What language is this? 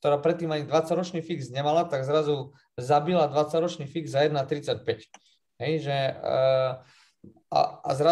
Slovak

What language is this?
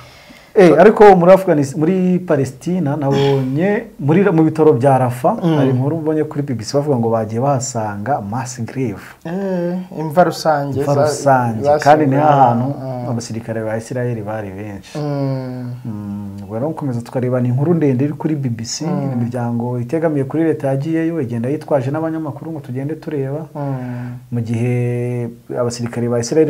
Kinyarwanda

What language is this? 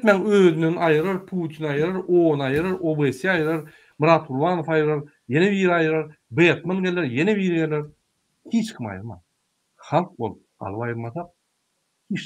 Turkmen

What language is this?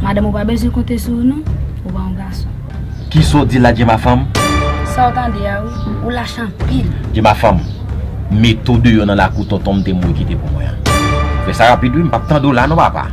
Haitian Creole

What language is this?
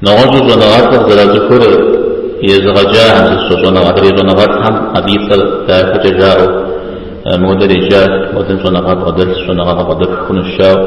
Kabardian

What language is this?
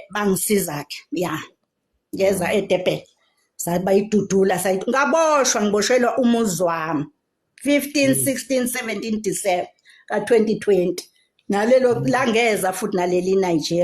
Zulu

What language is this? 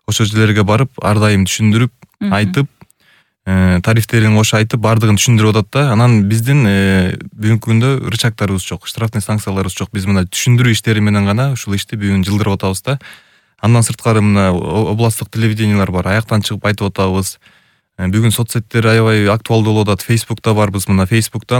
Kyrgyz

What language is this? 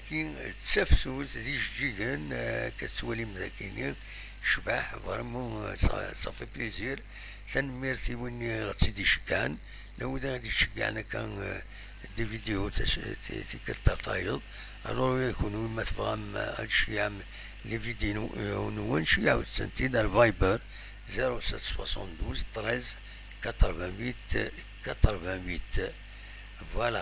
Kabyle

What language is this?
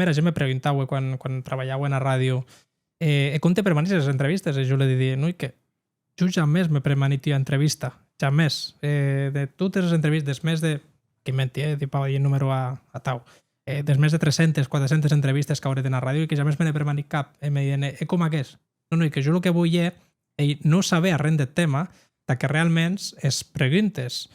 Occitan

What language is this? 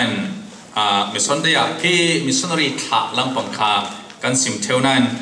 Falam Chin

